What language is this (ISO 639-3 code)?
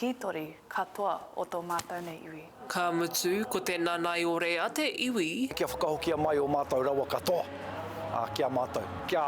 mri